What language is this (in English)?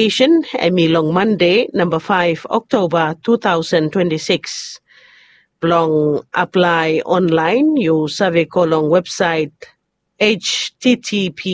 Bislama